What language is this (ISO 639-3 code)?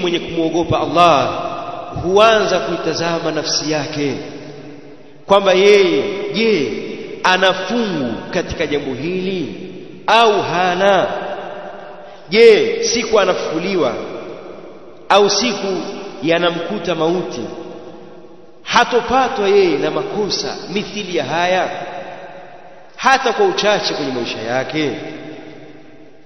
swa